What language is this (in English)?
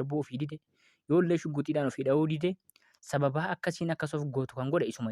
Oromo